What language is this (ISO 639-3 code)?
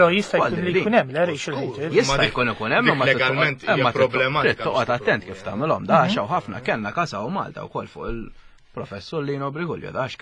mlt